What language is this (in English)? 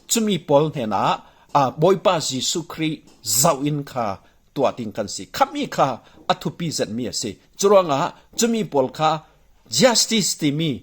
Falam Chin